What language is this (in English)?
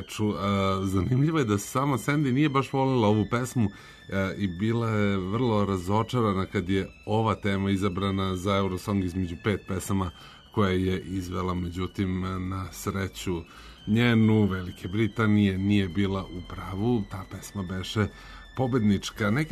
Serbian